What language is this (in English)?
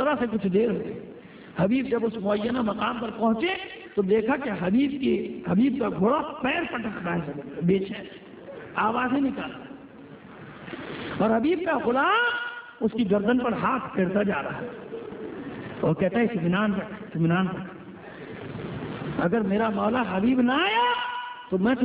Urdu